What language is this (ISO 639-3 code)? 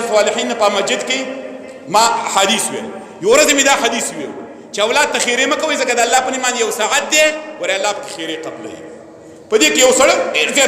pus